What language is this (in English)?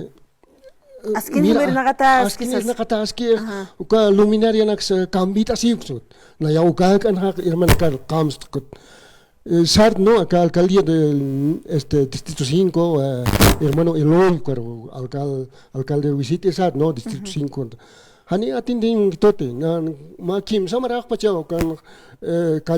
Aymara